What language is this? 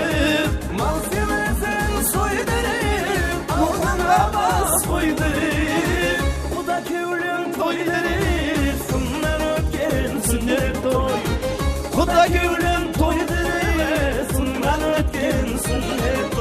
Kara-Kalpak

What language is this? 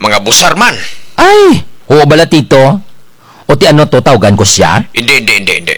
Kinaray-a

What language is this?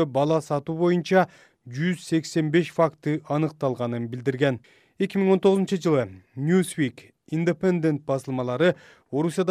Kyrgyz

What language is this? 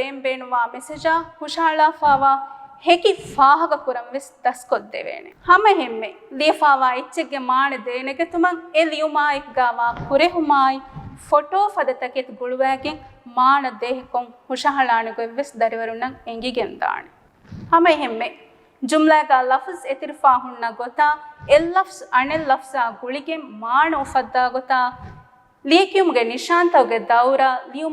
Divehi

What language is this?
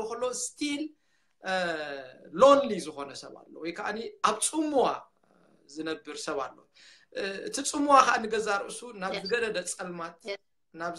Tigrinya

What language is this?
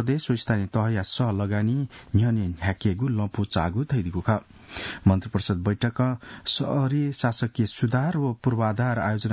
Newari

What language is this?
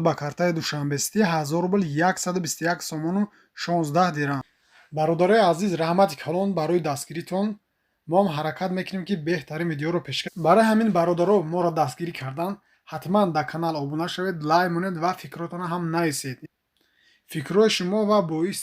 Tajik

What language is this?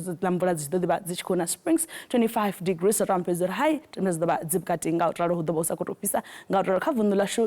Venda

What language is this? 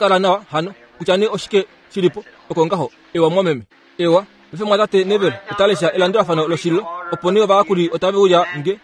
Kuanyama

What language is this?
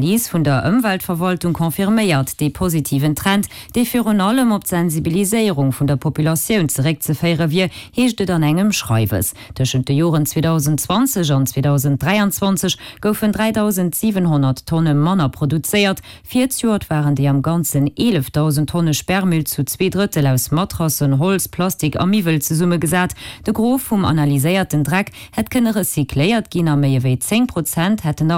Luxembourgish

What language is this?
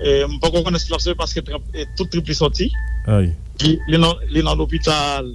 Haitian Creole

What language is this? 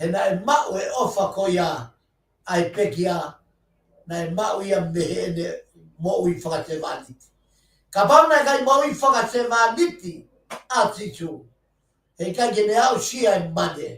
Tongan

